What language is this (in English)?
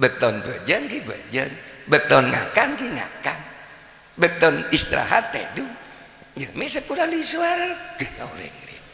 Madurese